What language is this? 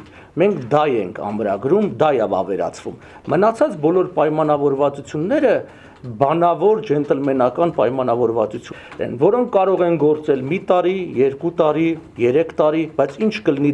Armenian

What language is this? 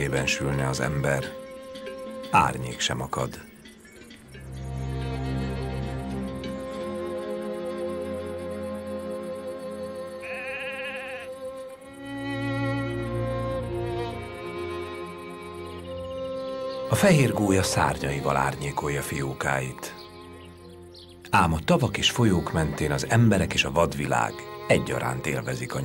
Hungarian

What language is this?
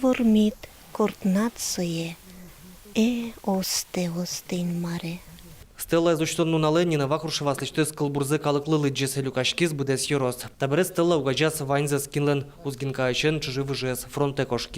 Udmurt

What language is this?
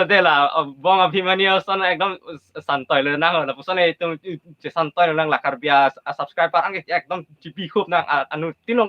Karbi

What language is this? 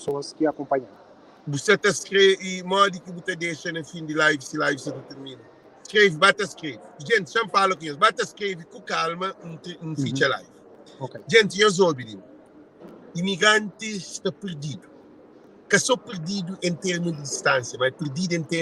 Kabuverdianu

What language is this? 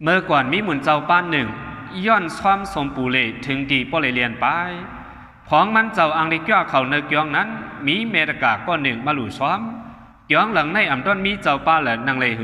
Shan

